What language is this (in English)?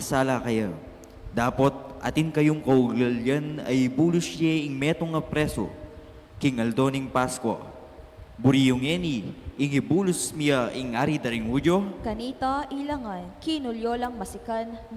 Pampanga